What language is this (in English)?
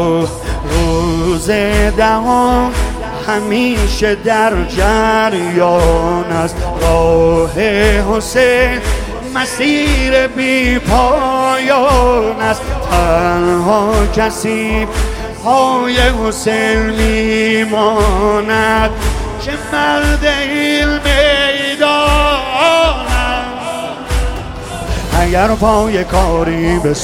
Persian